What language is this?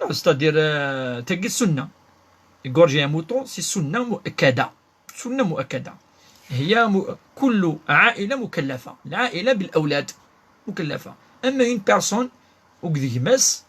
Kabyle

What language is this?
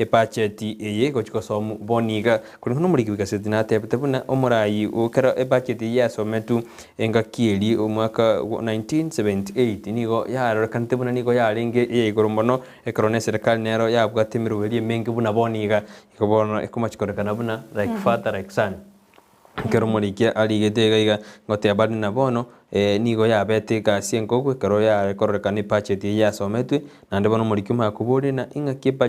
Gusii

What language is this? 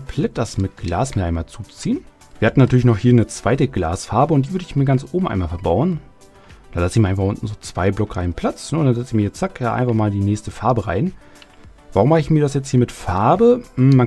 German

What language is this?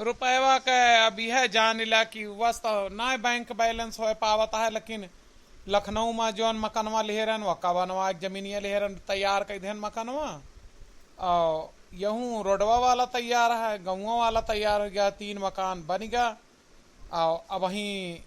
Awadhi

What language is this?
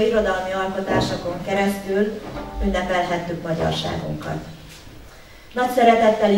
Hungarian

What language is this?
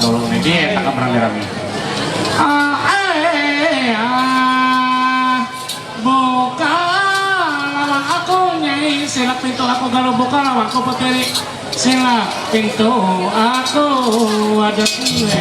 Ma'anyan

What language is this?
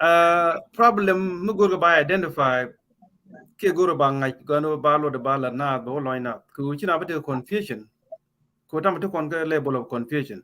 Nuer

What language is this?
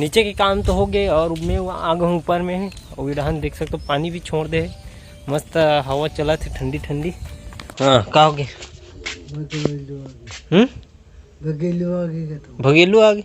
Chhattisgarhi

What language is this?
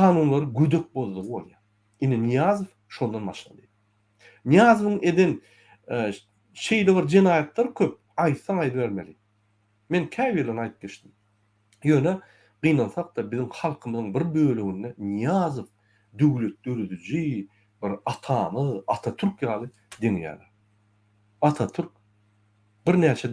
Turkmen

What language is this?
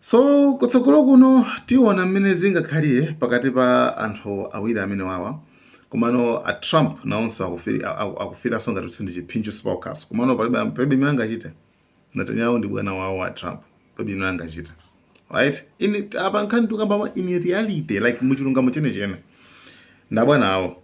Nyanja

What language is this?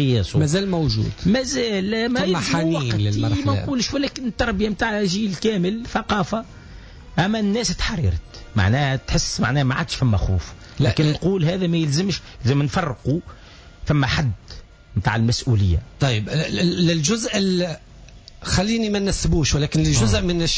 Tunisian Arabic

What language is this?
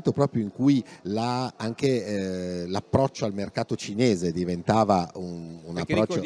Italian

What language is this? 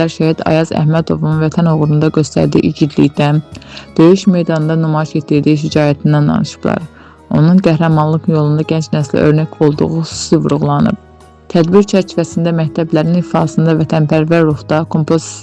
Azerbaijani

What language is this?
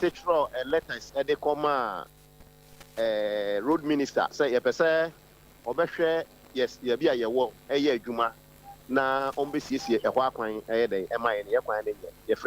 Akan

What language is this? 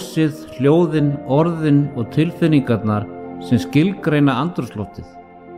Icelandic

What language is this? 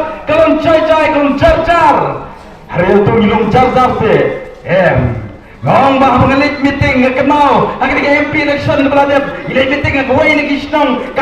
Khasi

